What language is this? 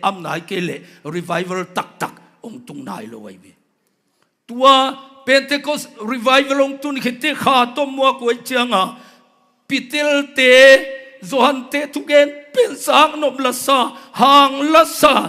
Tedim Chin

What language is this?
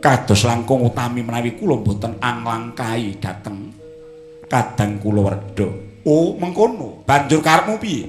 Javanese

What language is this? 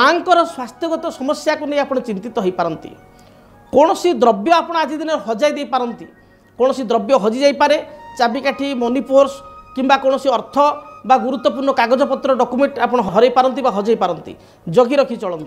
Odia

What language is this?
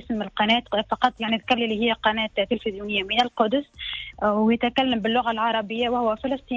Tunisian Arabic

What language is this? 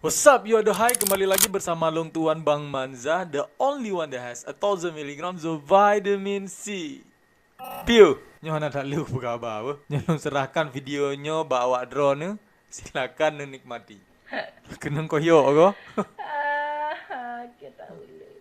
Achinese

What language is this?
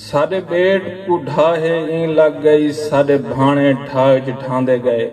Saraiki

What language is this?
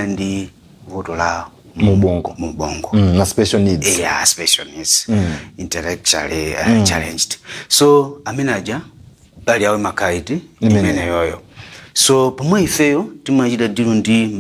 Nyanja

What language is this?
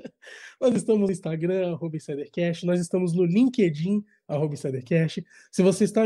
Portuguese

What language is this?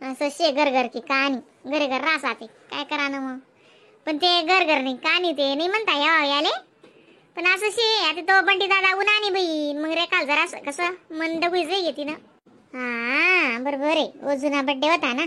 Khandesi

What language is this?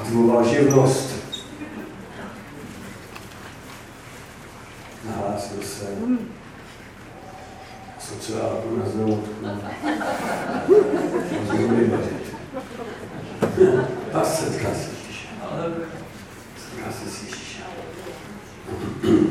Czech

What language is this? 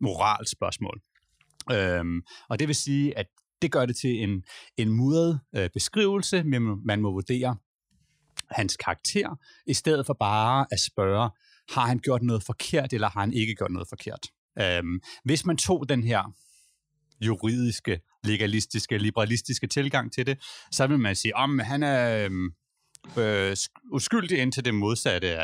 Danish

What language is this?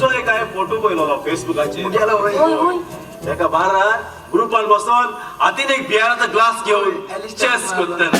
Konkani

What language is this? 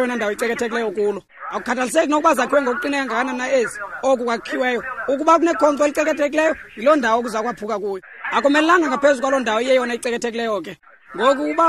Xhosa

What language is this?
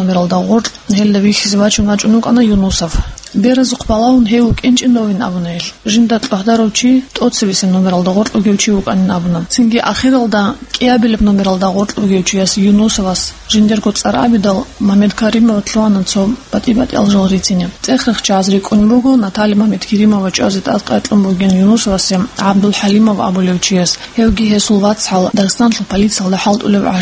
Avaric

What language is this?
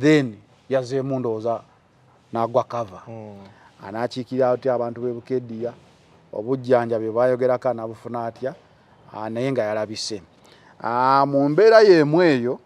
Ganda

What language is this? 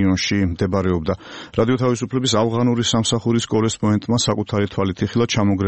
Georgian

